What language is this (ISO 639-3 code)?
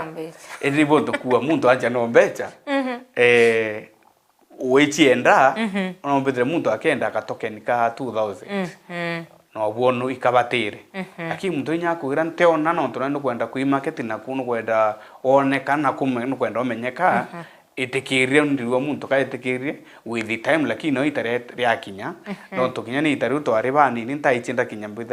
mer